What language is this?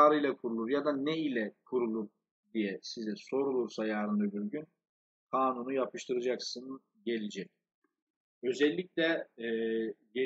Turkish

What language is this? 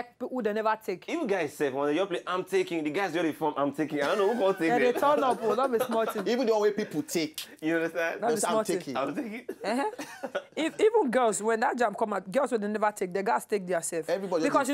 Nigerian Pidgin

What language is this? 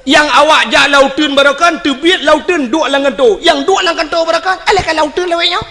Achinese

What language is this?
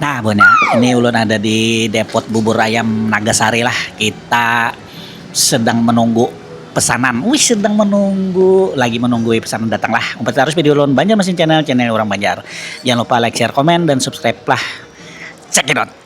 Banjar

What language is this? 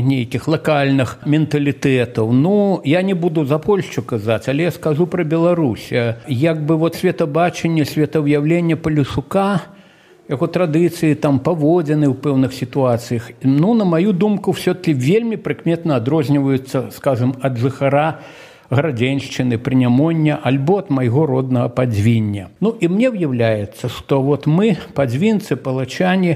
Belarusian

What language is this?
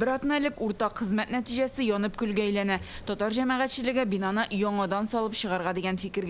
Tatar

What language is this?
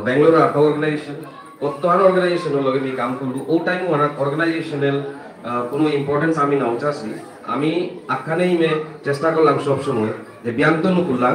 Bishnupriya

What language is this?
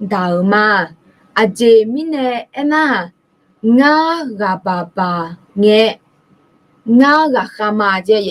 Akha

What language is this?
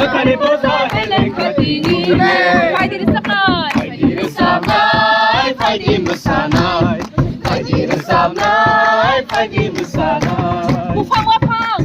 Kok Borok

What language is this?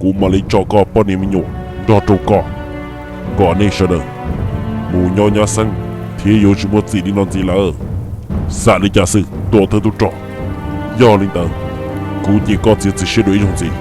Hmong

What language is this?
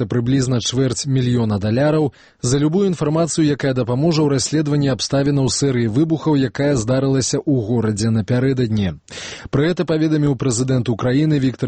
Belarusian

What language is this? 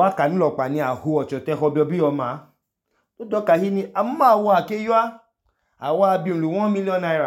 Idoma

